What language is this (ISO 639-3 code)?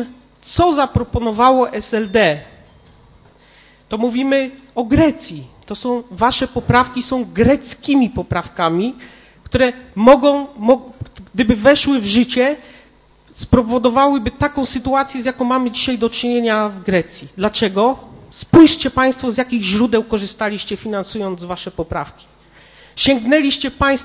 pol